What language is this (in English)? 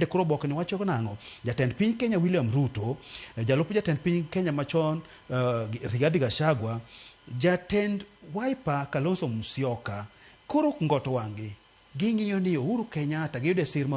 Luo (Kenya and Tanzania)